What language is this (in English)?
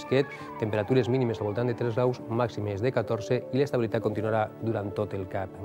Catalan